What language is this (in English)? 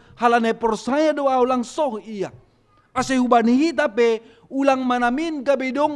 Batak Simalungun